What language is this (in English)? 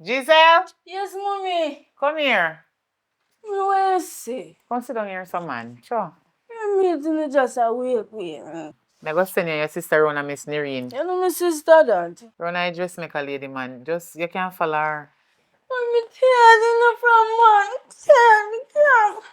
Jamaican Creole English